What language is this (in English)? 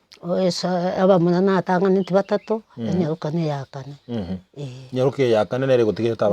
Gusii